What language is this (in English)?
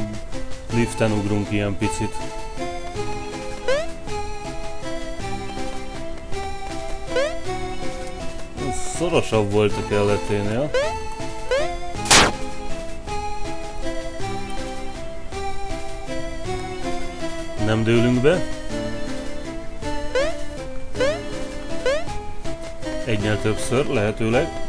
Hungarian